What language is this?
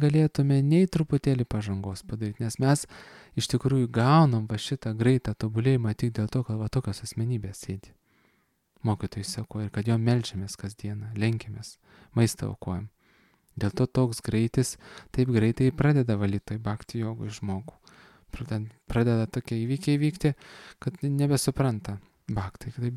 Lithuanian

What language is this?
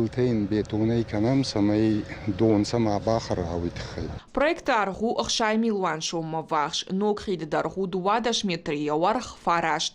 Ossetic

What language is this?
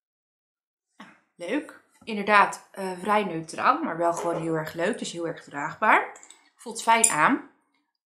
Dutch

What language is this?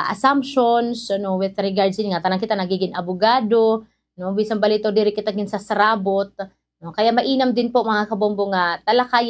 Waray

